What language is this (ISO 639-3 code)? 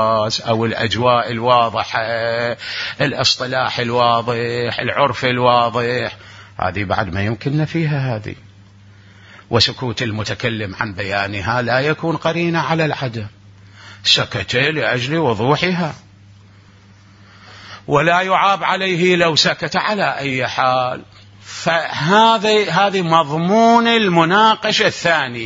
ara